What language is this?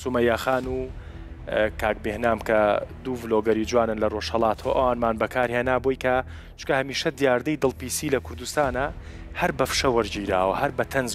Central Kurdish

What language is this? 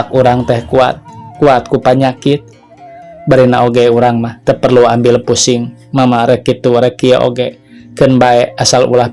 Sundanese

